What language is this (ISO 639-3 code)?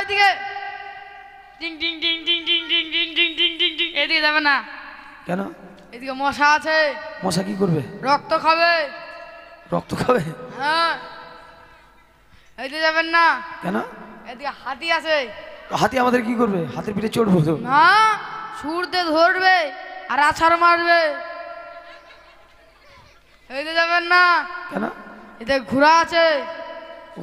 ben